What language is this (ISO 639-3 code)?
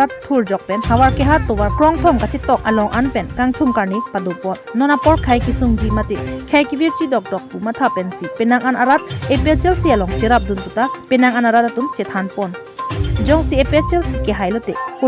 mjw